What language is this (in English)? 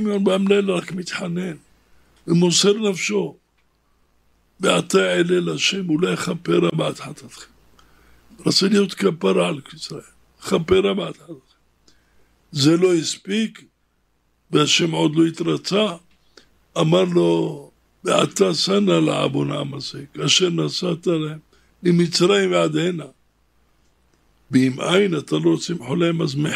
Hebrew